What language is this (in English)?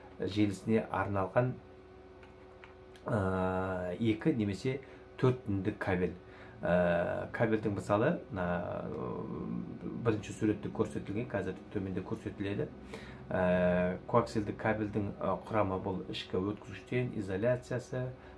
Kazakh